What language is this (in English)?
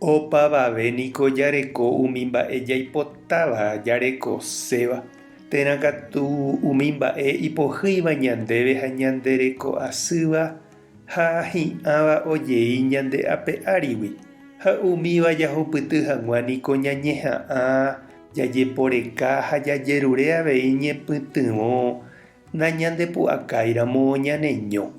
Guarani